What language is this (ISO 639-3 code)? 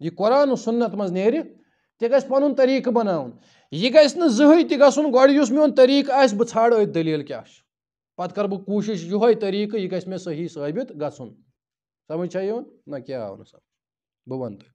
kas